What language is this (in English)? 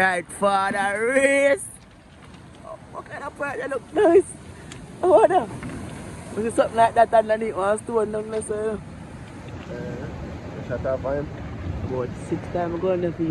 Jamaican Creole English